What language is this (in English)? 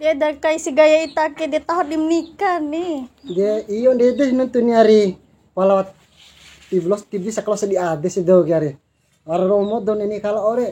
Bima